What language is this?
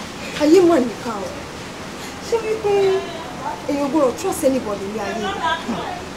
Yoruba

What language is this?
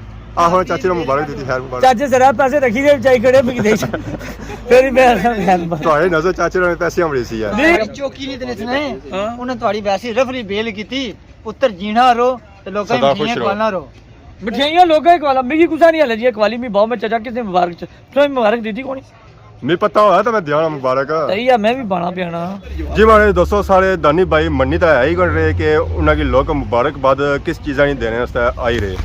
Pahari-Potwari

